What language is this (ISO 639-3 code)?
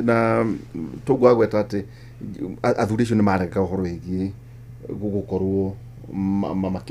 kik